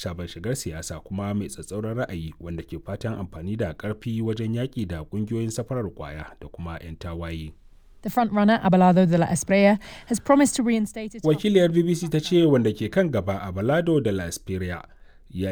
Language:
Hausa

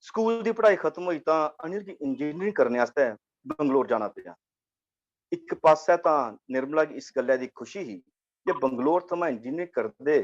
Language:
Dogri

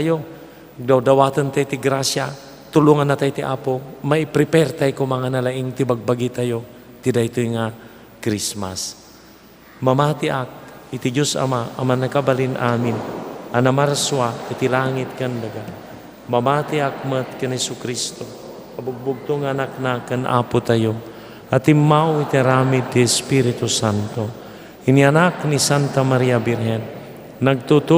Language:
Iloko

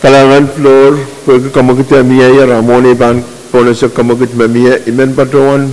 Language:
Pohnpeian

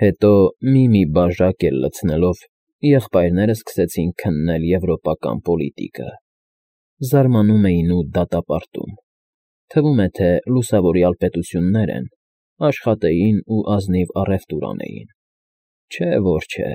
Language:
Armenian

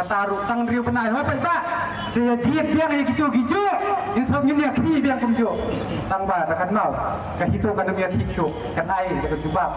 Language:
Khasi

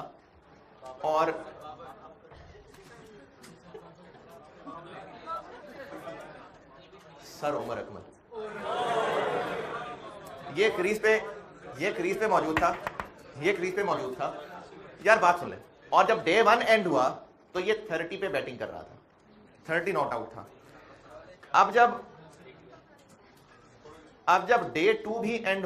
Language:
Hindi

